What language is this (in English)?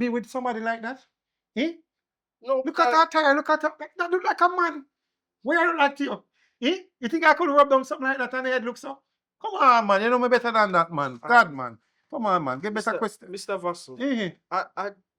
Jamaican Creole English